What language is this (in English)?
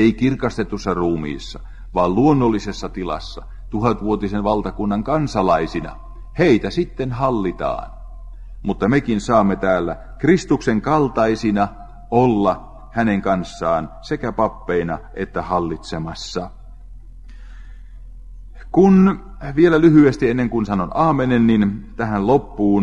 Finnish